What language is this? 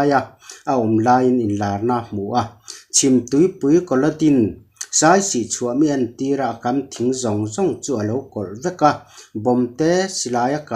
Mizo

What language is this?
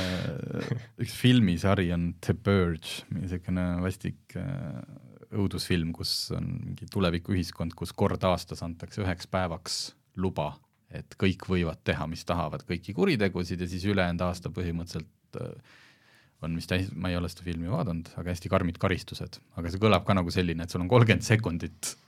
Estonian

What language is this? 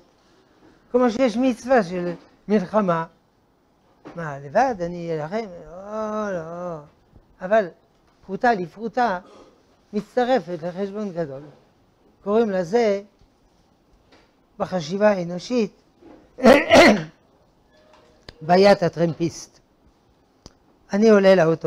Hebrew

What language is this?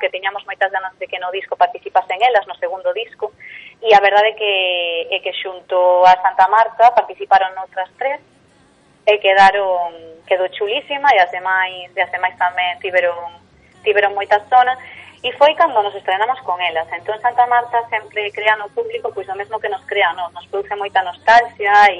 Galician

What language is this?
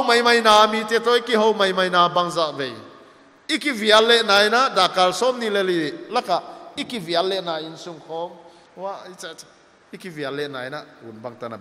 Paite Chin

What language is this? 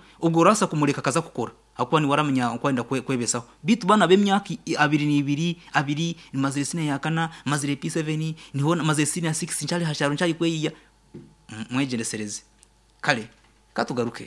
Nyankole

